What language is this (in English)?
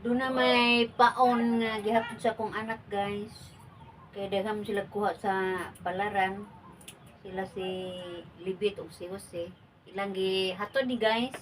Cebuano